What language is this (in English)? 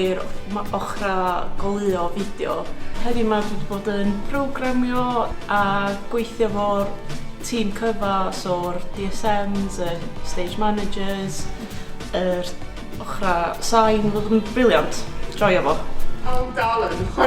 Welsh